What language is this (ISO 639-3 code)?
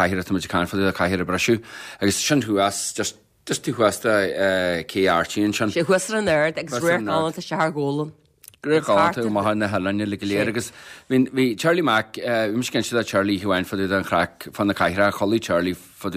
gle